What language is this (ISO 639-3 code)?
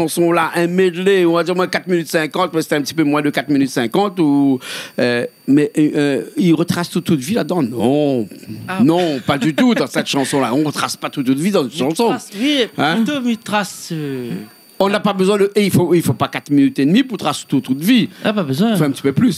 rcf